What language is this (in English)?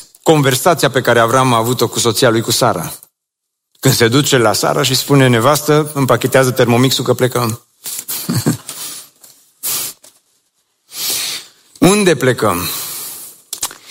Romanian